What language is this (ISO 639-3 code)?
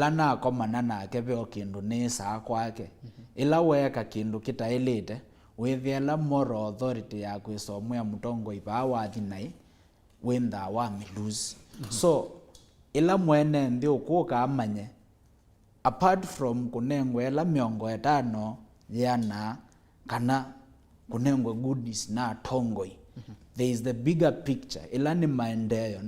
kam